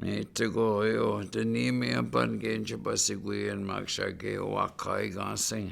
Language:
Chippewa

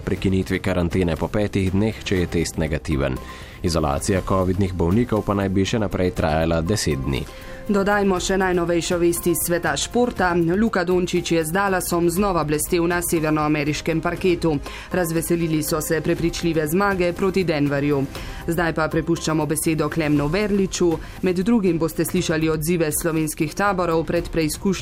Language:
Slovenian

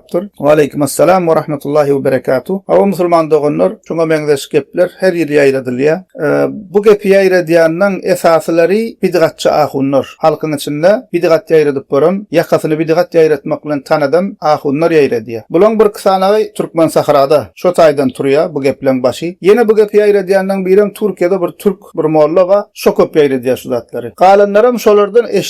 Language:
Turkmen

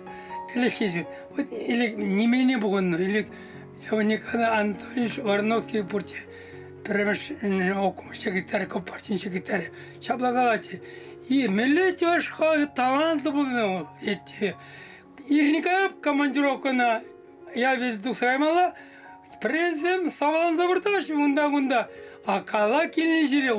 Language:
Chuvash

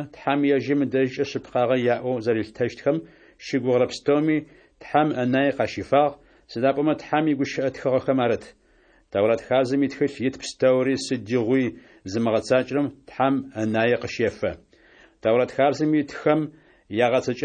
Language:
Adyghe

